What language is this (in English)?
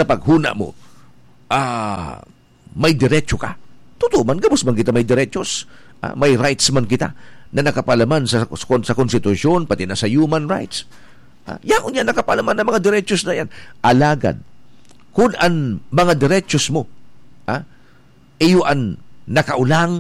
Bikol